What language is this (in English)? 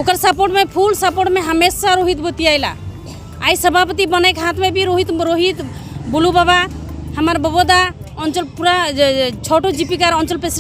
Sadri